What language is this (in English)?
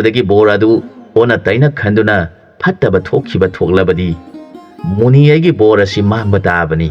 Manipuri